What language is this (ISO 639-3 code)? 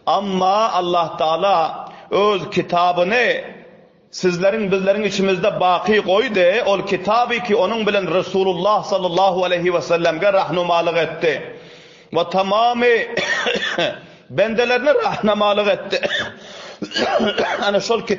tuk